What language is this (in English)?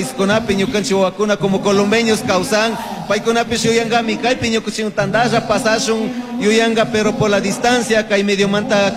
Chimborazo Highland Quichua